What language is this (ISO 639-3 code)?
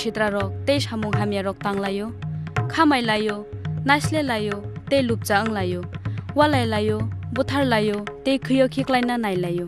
trp